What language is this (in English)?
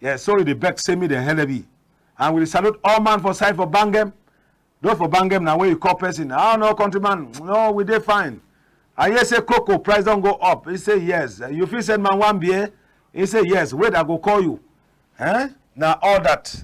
Cameroon Pidgin